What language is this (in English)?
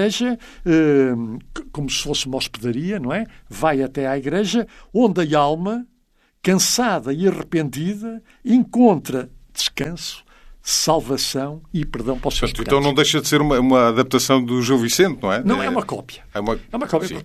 Portuguese